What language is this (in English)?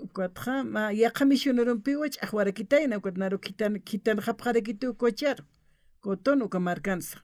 Aymara